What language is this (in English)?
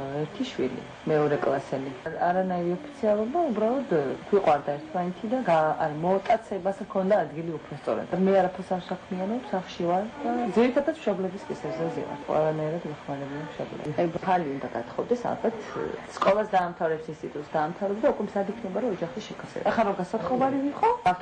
Georgian